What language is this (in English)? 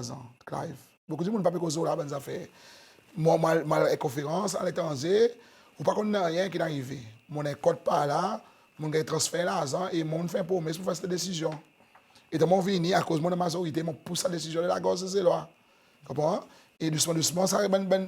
Seselwa Creole French